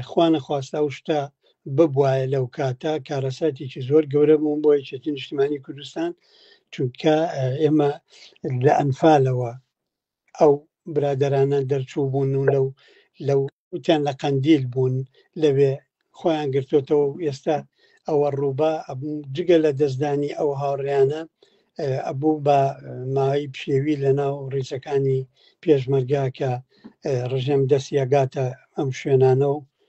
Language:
Central Kurdish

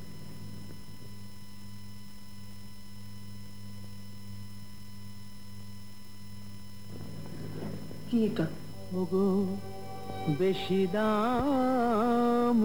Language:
Bangla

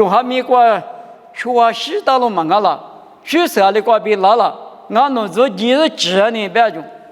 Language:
Lisu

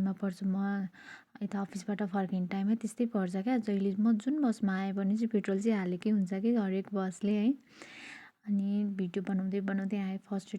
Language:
Nepali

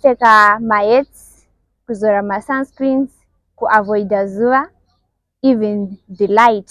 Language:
Shona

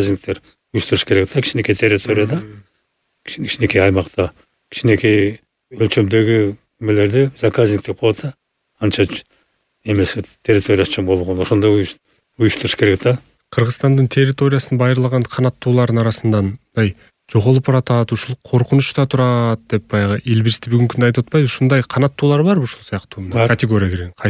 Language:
Kyrgyz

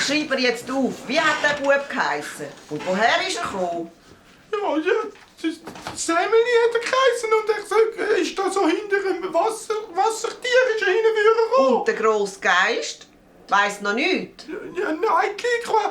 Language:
Swiss German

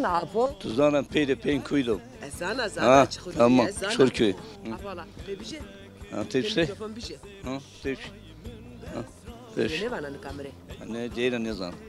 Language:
Zaza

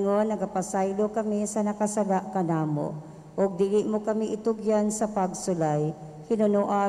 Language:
Cebuano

